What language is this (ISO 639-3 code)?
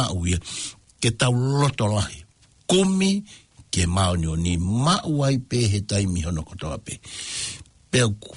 ton